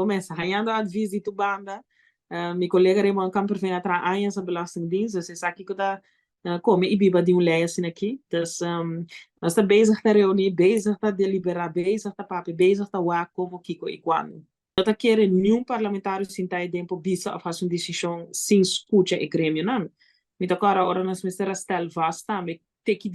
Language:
Papiamento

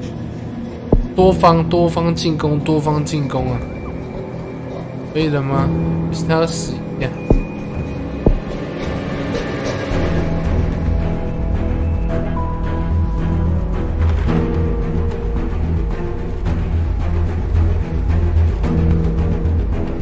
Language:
Chinese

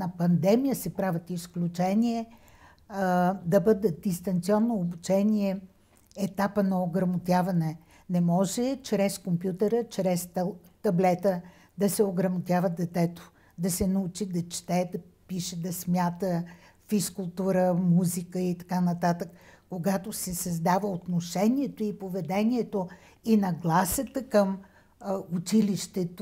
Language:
Bulgarian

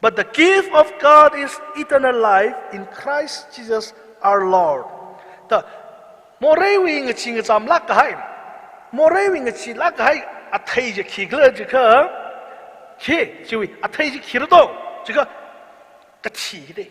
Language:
Tangkhul Naga (India)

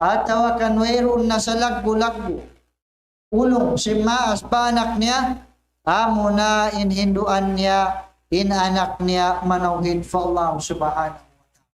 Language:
Tausug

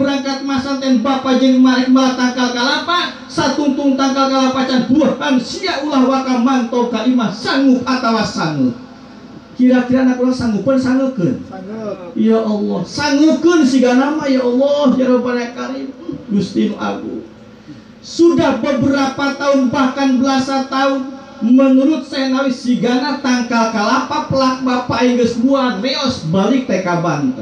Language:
Sundanese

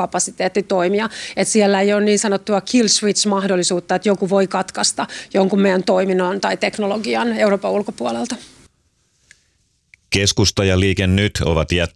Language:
Finnish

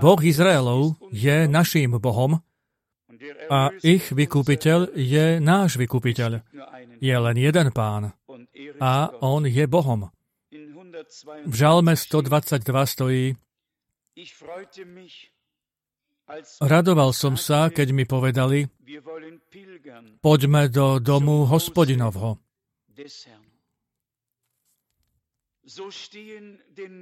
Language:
Slovak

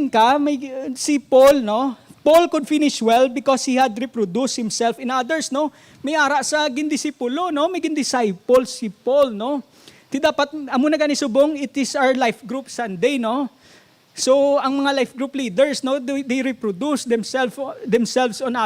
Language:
Hiligaynon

